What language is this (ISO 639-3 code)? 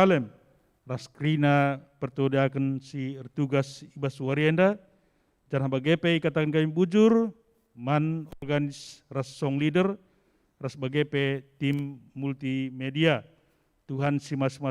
btx